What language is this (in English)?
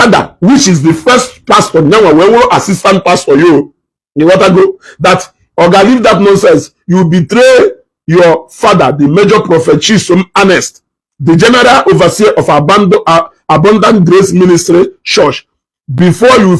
Igbo